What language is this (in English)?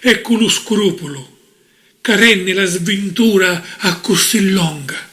Sicilian